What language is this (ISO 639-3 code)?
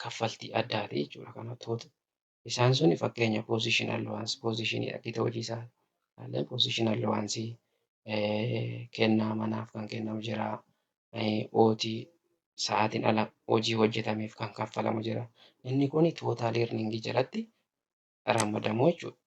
orm